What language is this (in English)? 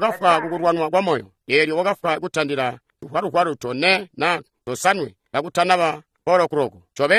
Tonga (Zambia)